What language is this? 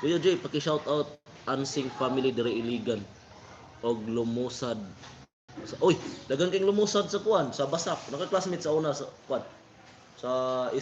Cebuano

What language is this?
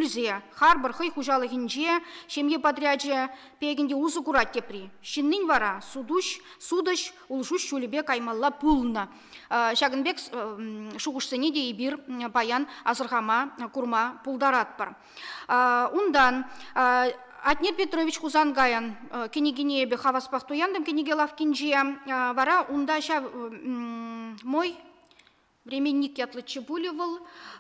Chuvash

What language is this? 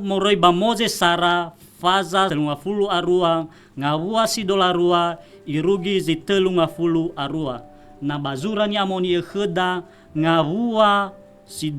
Nias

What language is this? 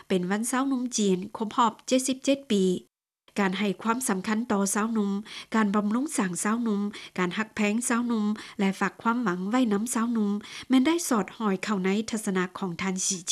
Lao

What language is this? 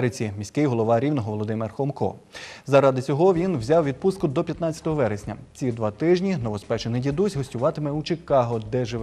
Ukrainian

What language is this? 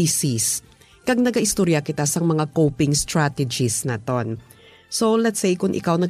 Hiligaynon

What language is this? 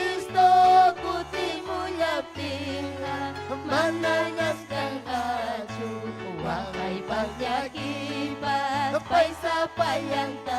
Ayacucho Quechua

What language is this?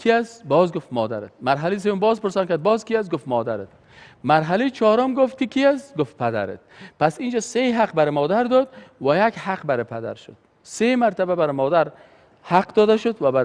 Persian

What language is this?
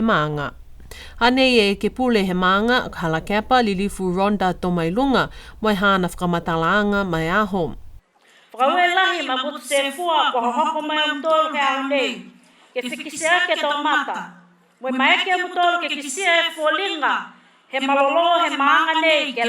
Niuean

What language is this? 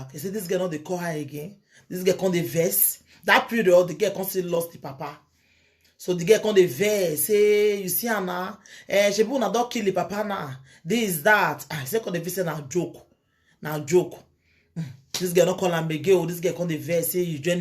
Nigerian Pidgin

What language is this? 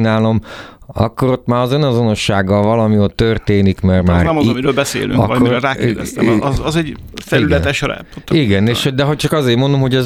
Hungarian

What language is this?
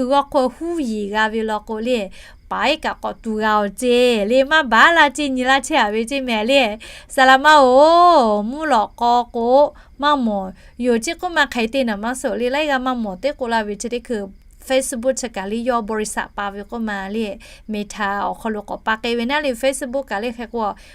Lahu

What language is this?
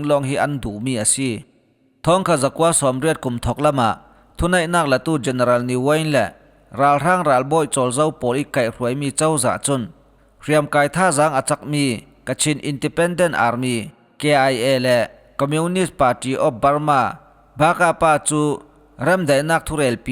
Falam Chin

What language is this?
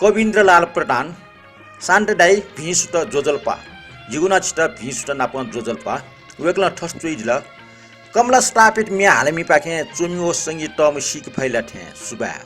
Newari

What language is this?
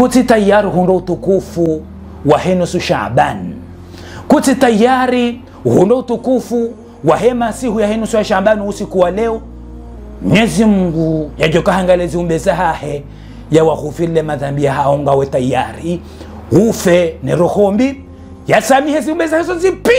Ngazidja Comorian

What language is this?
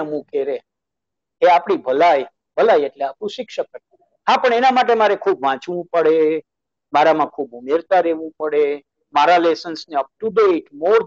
Gujarati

